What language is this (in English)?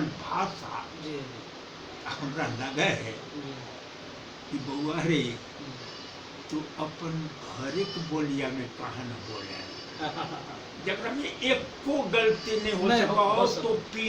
Magahi